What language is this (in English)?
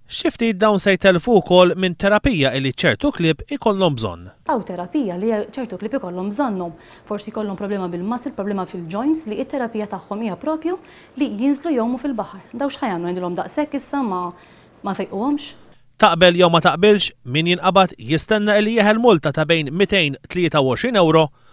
Maltese